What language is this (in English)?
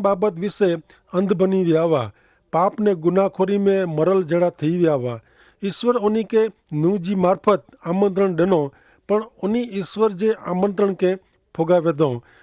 Kachhi